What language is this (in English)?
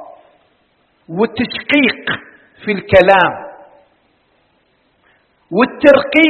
Arabic